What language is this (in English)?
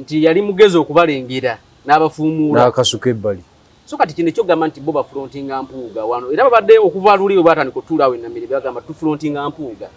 Ganda